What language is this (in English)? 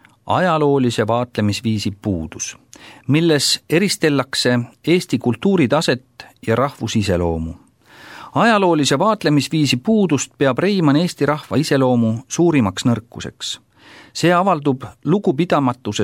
Estonian